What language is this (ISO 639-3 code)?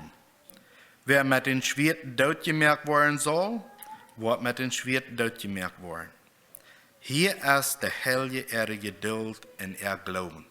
pdt